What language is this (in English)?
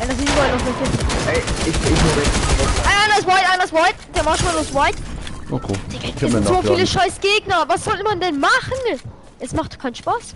Bavarian